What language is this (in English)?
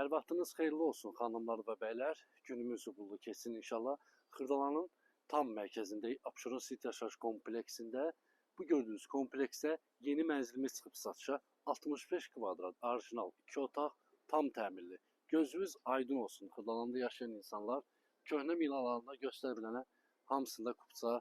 Azerbaijani